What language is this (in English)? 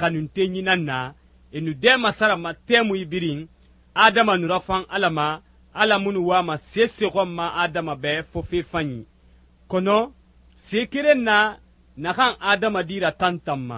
Susu